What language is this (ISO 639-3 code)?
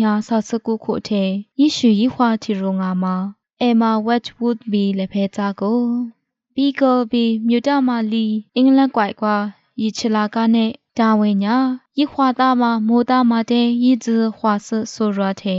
lis